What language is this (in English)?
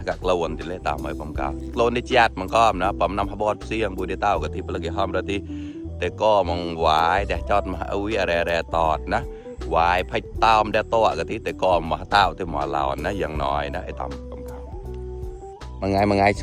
Mon